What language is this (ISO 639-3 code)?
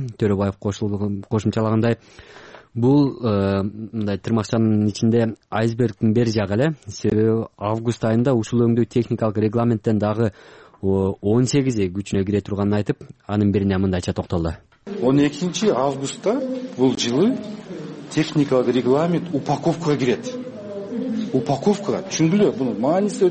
kir